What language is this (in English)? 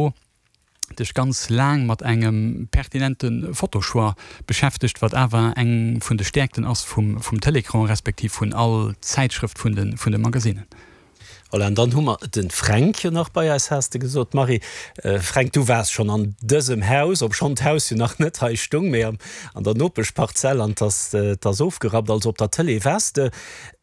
Luxembourgish